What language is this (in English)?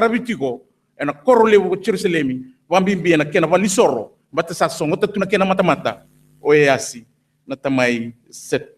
Fijian